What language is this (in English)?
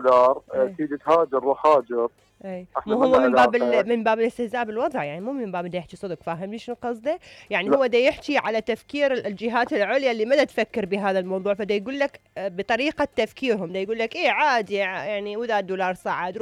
Mesopotamian Arabic